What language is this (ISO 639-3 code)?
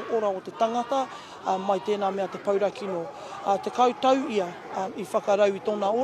mri